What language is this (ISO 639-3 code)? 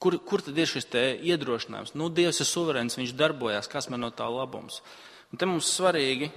lav